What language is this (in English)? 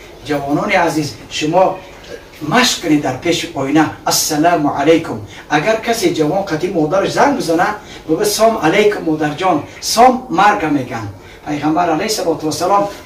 Tajik